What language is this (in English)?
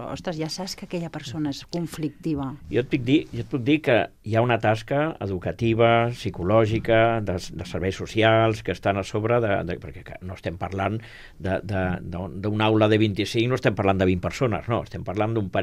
Catalan